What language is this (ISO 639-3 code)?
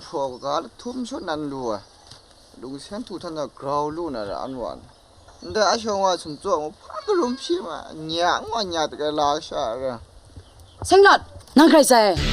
kac